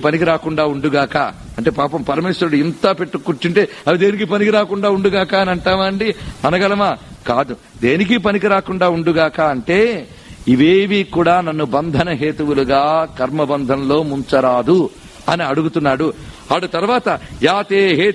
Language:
Telugu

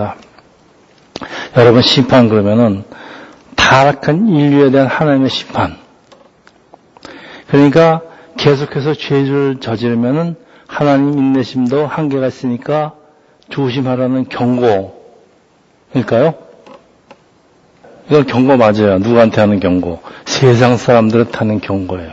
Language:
Korean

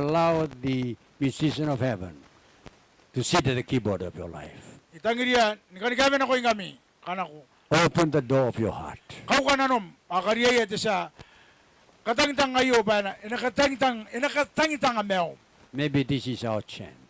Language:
Gilbertese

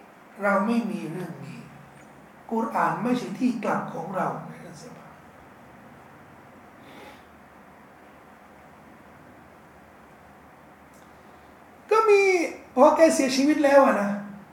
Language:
Thai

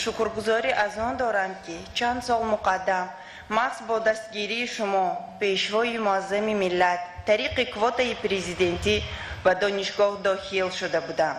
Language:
Tajik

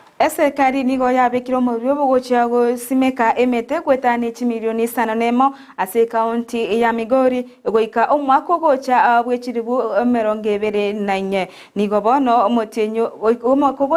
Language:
Gusii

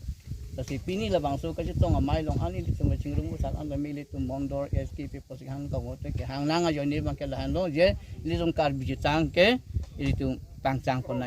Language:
Karbi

